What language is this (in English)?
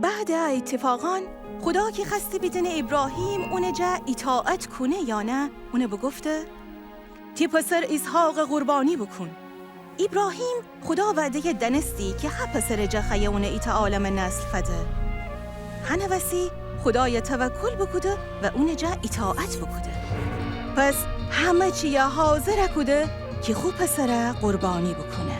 Gilaki